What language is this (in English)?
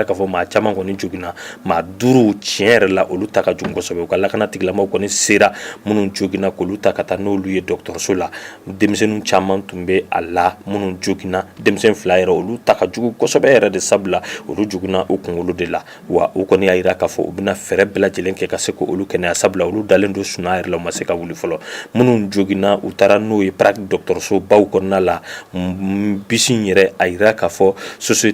Bambara